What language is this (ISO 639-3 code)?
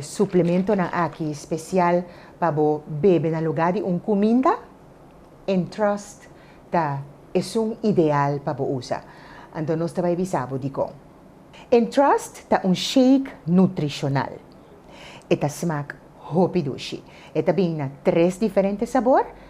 pap